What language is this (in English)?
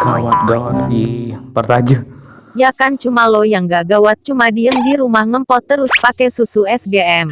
Madurese